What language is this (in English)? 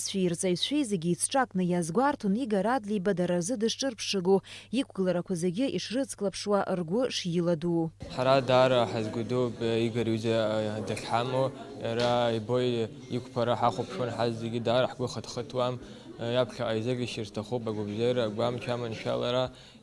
Abkhazian